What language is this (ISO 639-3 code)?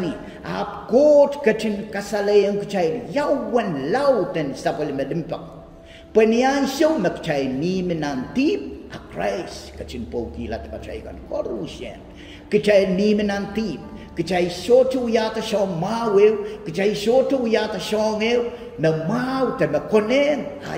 pon